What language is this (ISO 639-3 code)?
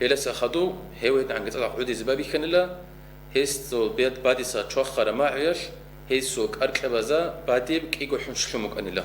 ava